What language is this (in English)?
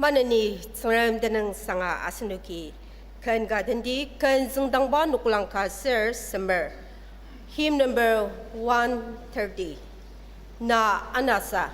Ao Naga